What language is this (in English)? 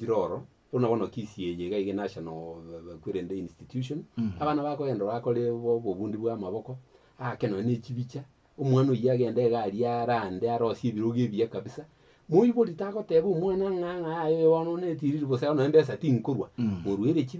Gusii